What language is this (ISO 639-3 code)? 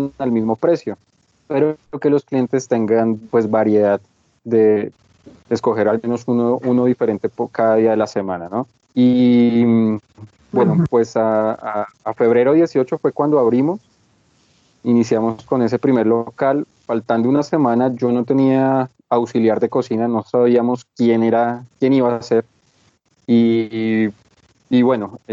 spa